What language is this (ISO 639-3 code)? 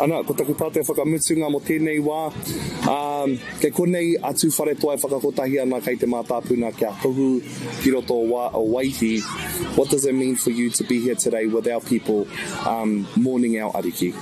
mri